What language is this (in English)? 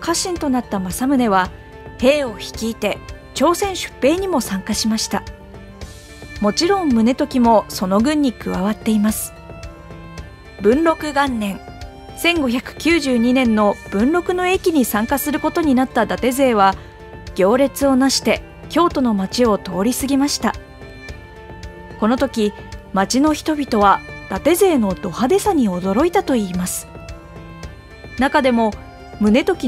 Japanese